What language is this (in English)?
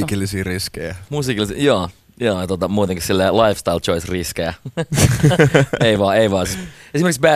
Finnish